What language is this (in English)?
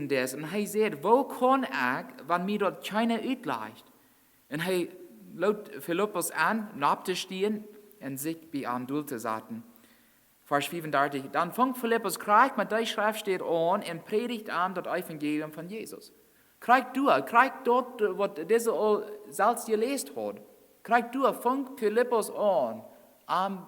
Plautdietsch